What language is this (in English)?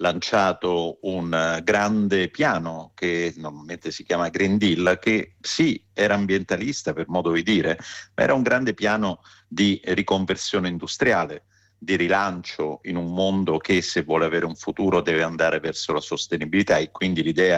Italian